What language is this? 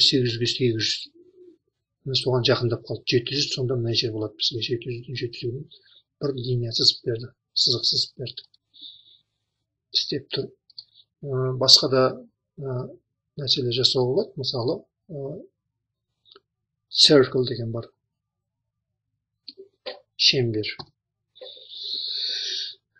Kazakh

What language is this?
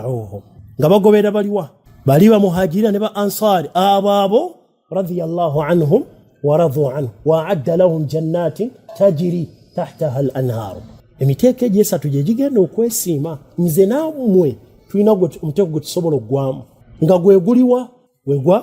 Ganda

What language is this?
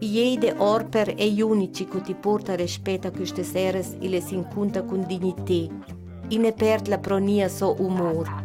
Ladin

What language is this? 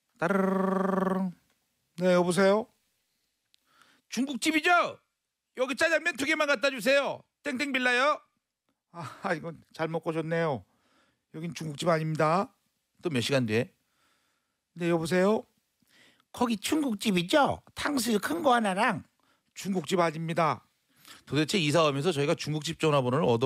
Korean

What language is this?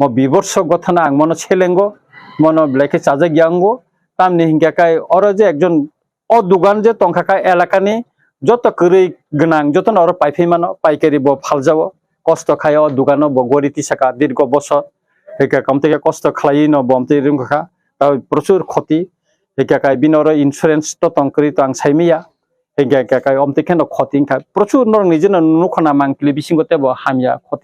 Kok Borok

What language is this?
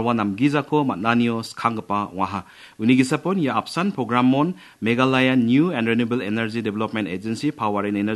Garo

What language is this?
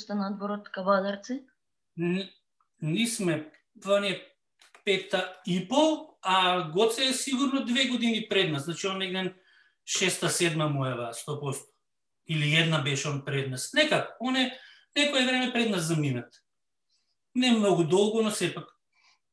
Macedonian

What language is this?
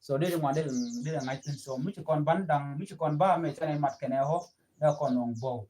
Nuer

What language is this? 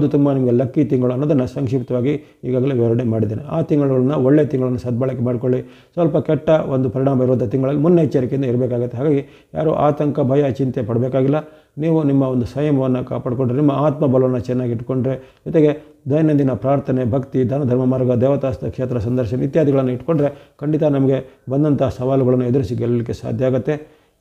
Kannada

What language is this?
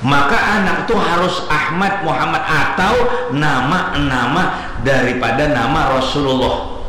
Banjar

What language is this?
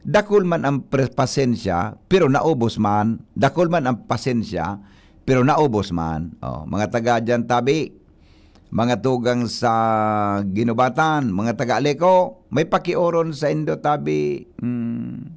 Bikol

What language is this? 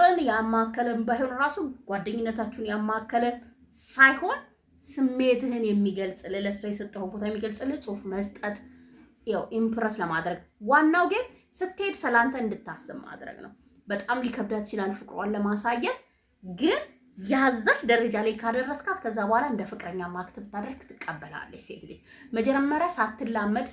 Amharic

